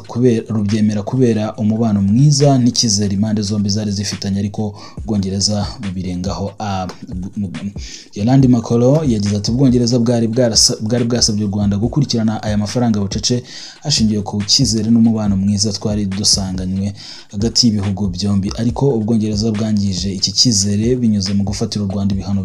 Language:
Kinyarwanda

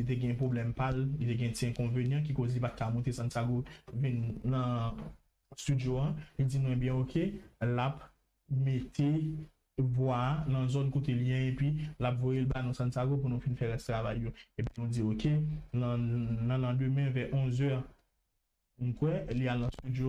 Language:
Haitian Creole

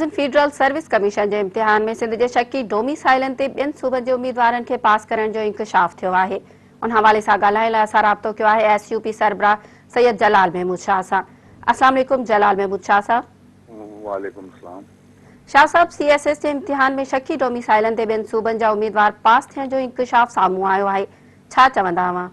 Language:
Sindhi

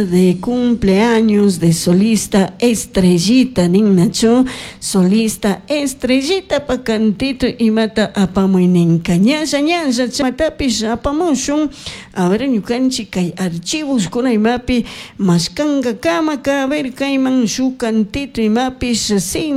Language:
Chimborazo Highland Quichua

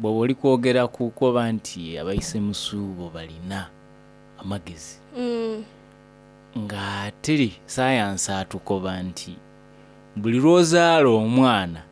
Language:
Soga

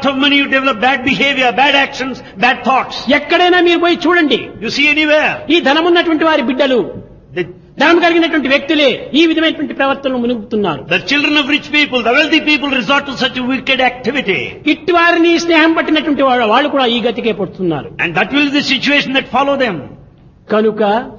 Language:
Telugu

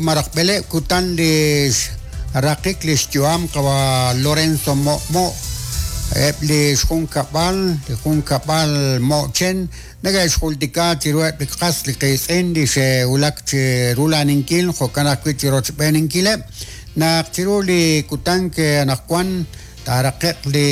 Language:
Kekchí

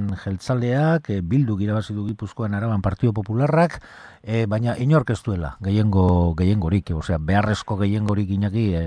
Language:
Basque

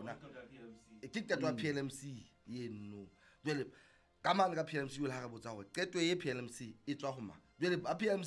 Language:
Southern Sotho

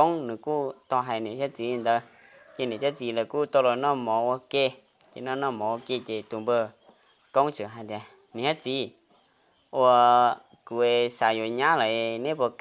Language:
Hmong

